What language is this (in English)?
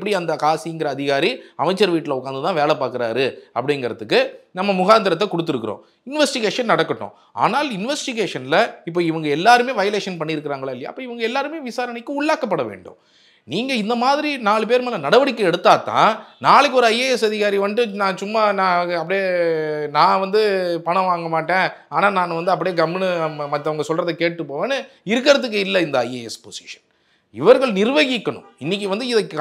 Tamil